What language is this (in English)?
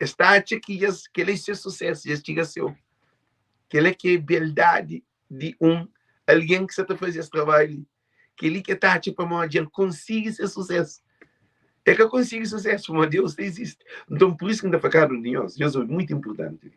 Kabuverdianu